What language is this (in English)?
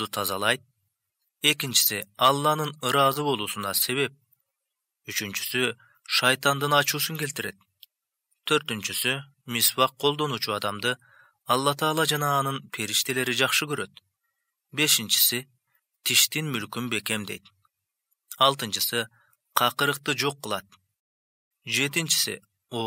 Kyrgyz